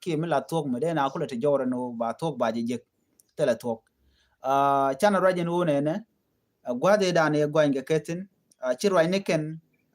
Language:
Nuer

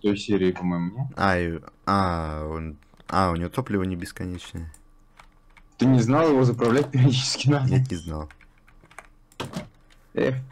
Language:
Russian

